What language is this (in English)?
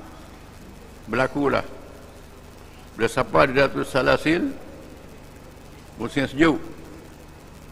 Malay